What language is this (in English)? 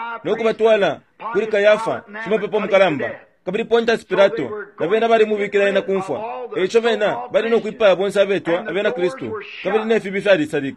Bemba